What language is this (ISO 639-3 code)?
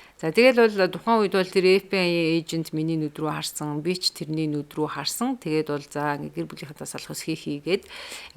mon